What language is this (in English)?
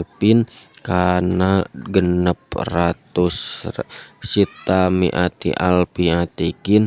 Sundanese